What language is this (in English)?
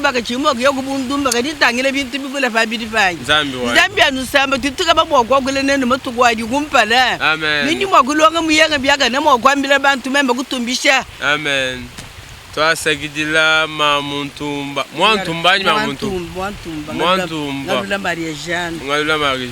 Luba-Lulua